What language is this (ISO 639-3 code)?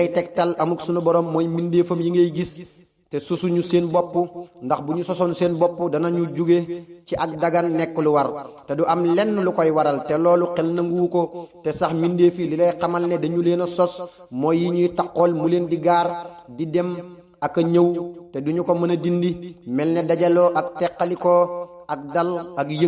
wol